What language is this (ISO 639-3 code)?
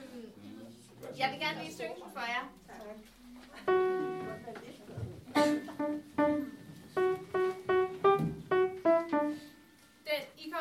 dan